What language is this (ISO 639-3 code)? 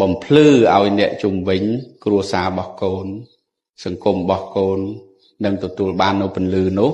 khm